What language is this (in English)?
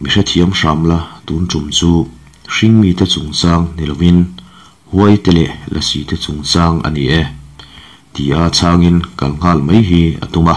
Mizo